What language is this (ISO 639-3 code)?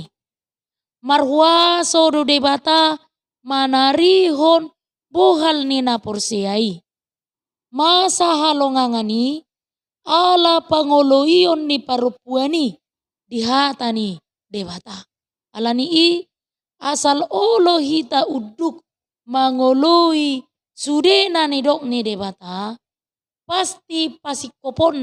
bbc